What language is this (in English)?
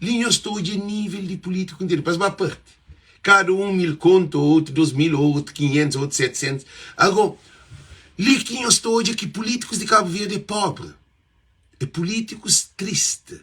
Kabuverdianu